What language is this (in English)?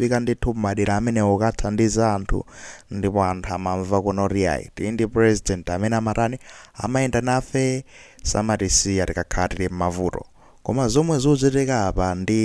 Nyanja